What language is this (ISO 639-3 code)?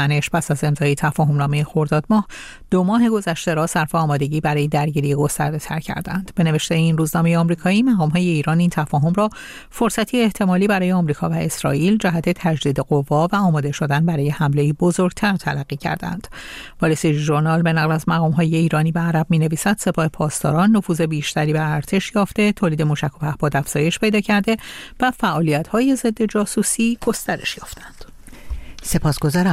fas